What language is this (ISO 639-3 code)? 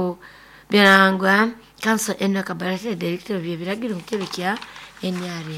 nyn